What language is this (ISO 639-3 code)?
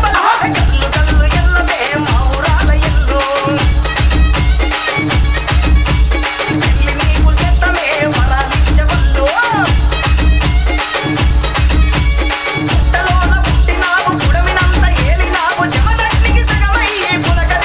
tel